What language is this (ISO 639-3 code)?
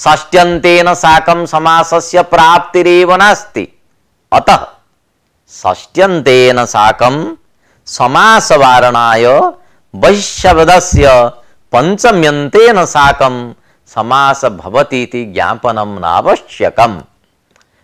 san